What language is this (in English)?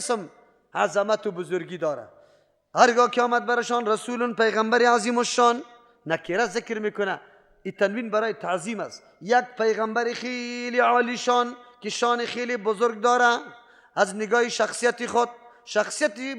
Persian